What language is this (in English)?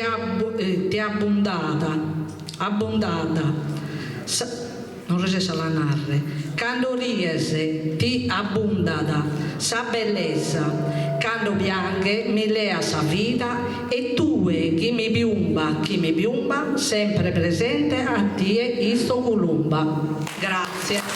Sardinian